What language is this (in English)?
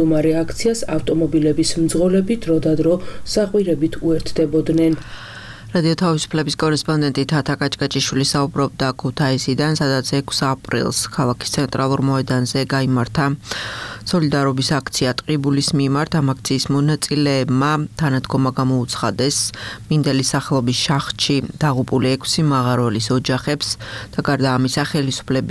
Georgian